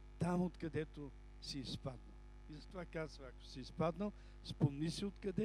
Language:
Bulgarian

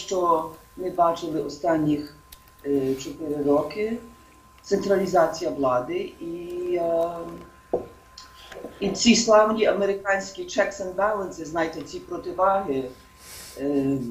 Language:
Ukrainian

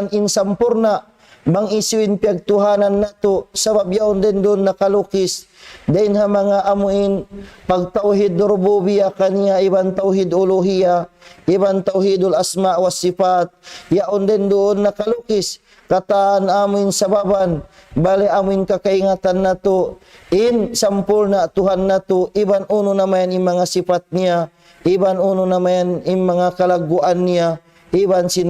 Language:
Tausug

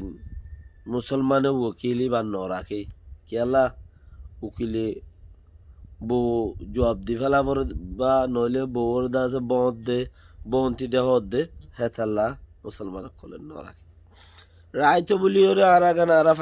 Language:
Rohingya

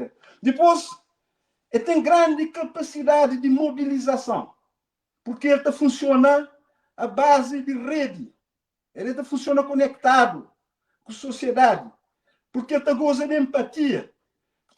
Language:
Kabuverdianu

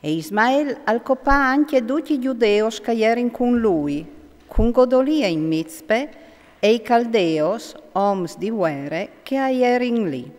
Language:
Friulian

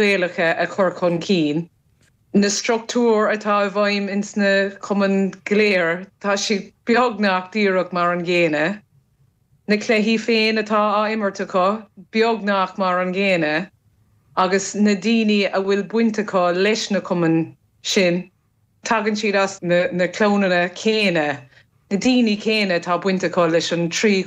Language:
Irish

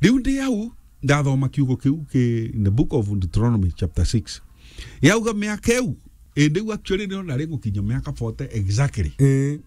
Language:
Meru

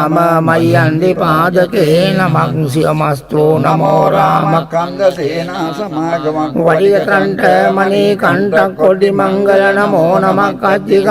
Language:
Sinhala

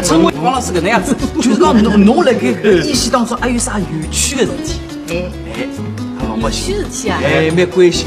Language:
Wu Chinese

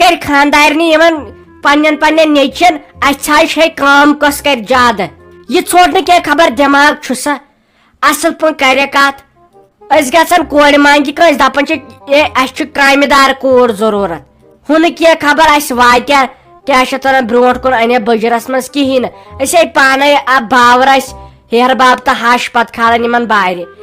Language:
Kashmiri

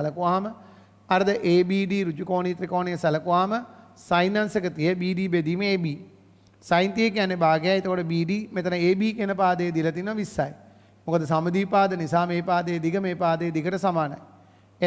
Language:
Sinhala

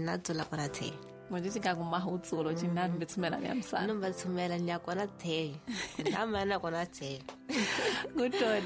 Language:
Tsonga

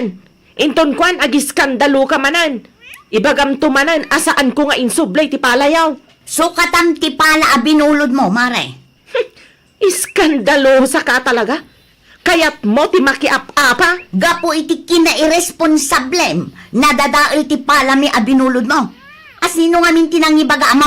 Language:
Iloko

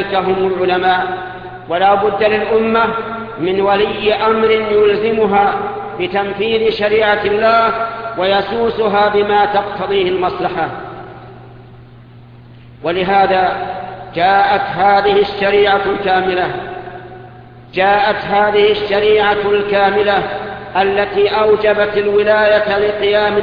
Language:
Arabic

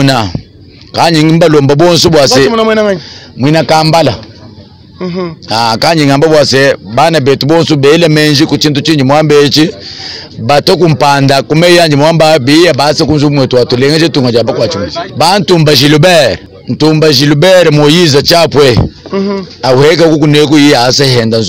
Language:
Luba-Lulua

